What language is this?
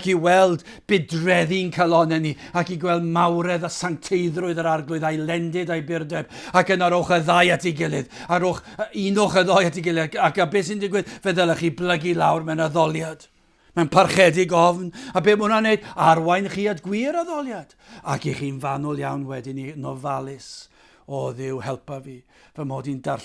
Welsh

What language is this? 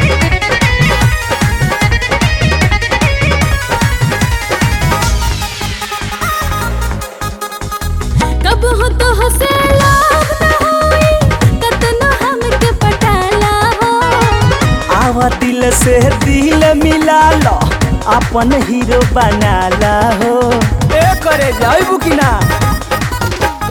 Bhojpuri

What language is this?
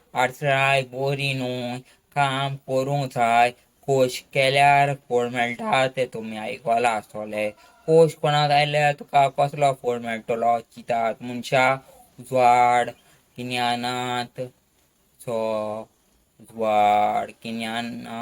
Konkani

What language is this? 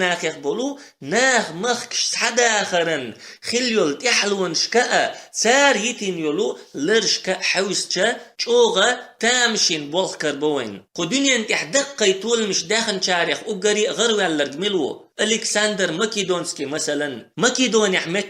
Chechen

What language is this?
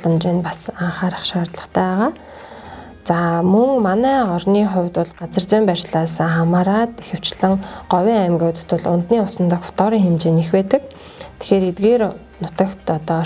Mongolian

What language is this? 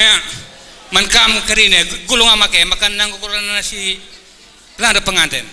Batak Karo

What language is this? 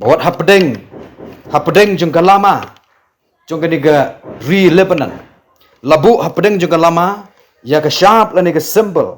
Khasi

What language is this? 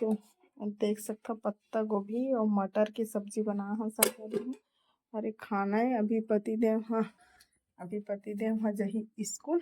Chhattisgarhi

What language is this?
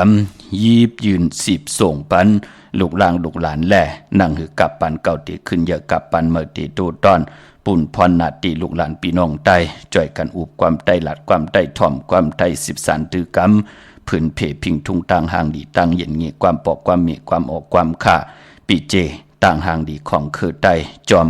Shan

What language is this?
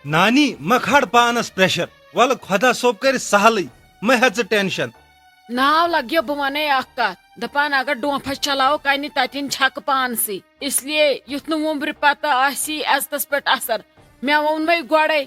Kashmiri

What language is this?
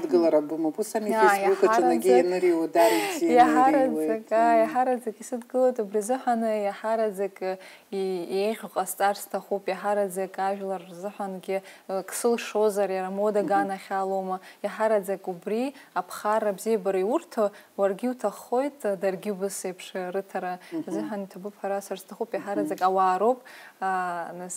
Abkhazian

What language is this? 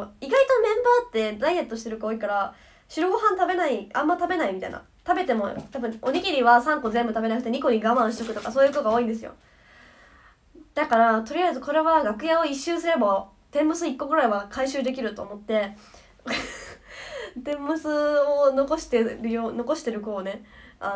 Japanese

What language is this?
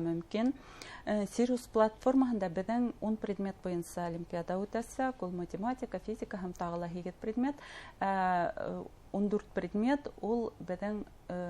Bashkir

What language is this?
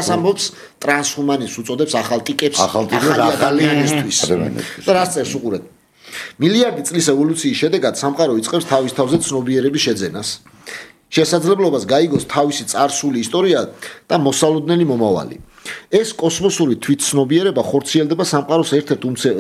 Georgian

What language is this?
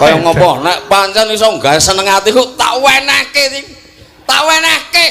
Javanese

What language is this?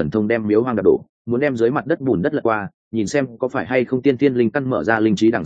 Vietnamese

